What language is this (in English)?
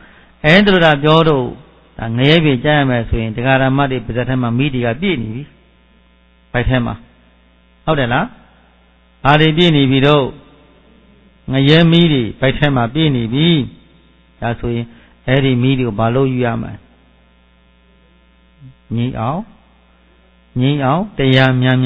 Burmese